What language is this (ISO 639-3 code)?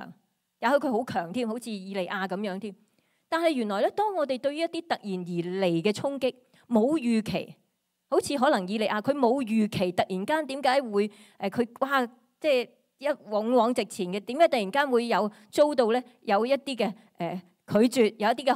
yue